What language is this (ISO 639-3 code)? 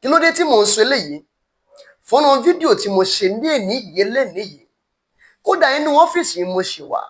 yor